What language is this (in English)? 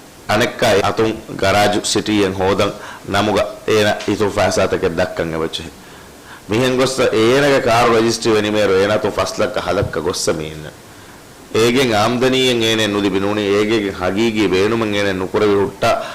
Divehi